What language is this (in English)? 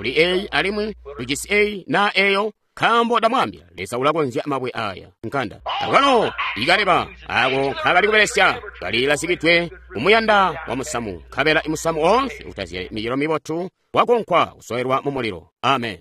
Tonga (Zambia)